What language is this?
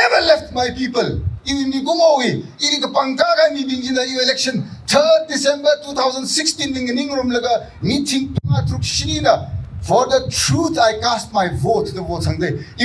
Tangkhul Naga (India)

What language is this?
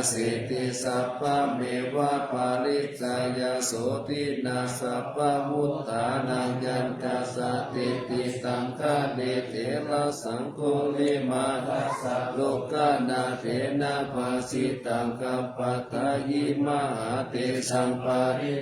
Pali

